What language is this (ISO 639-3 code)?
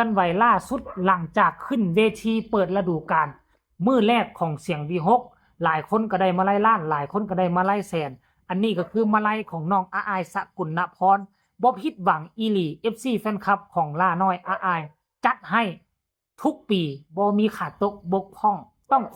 tts